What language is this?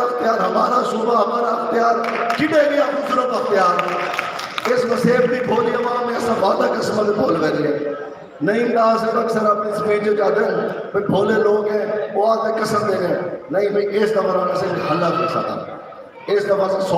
Saraiki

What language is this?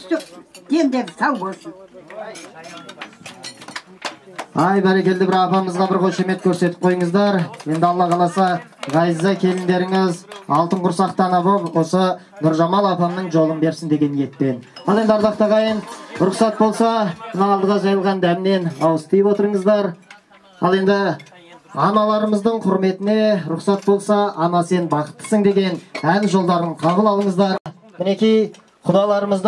Kazakh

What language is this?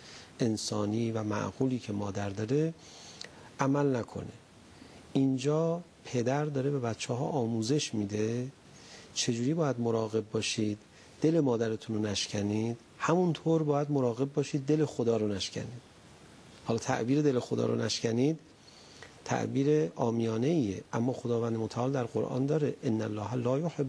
Persian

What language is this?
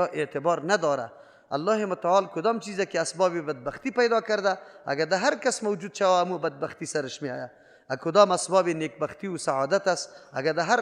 Persian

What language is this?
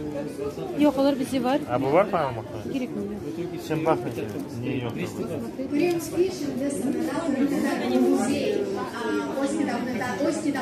Crimean Tatar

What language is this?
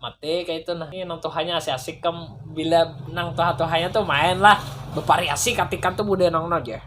Banjar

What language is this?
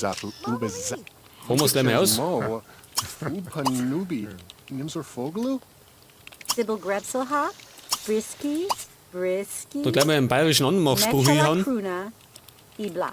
Bavarian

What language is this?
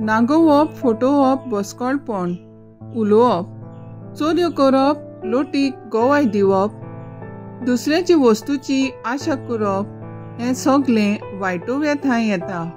Konkani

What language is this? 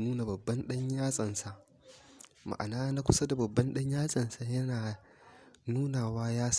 Hausa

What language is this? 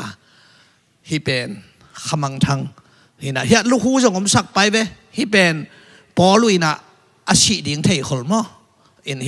Tedim Chin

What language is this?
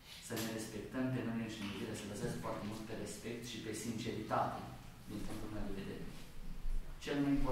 Romanian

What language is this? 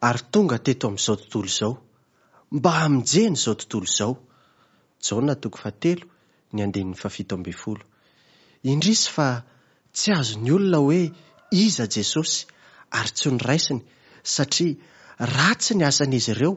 Malagasy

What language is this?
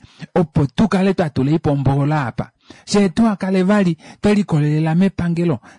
Kuanyama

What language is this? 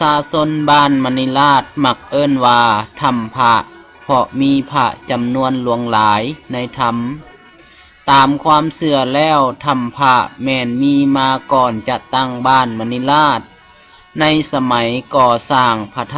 Lao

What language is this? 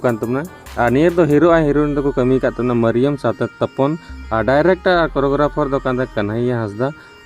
Santali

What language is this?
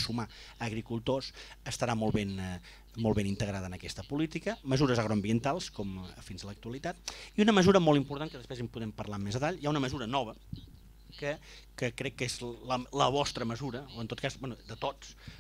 Catalan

